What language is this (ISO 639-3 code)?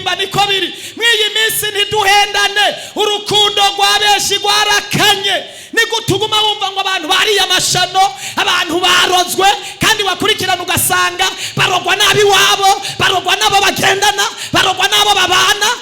run